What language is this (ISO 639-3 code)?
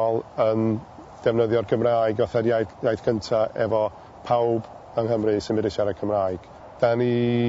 cym